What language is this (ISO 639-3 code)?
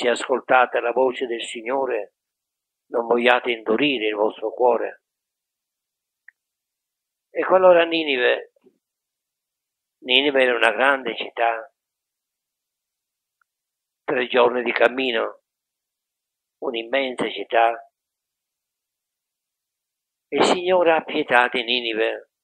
ita